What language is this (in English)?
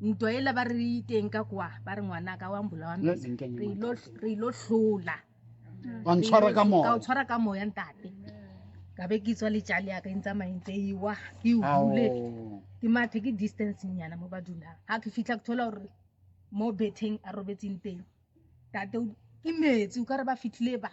Southern Sotho